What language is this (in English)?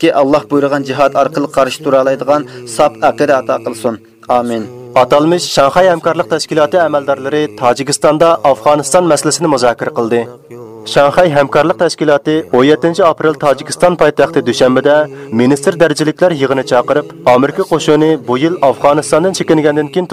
Uyghur